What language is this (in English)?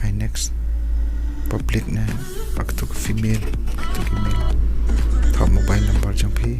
Khasi